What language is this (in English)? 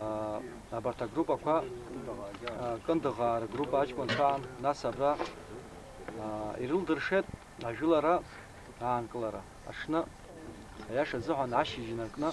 Abkhazian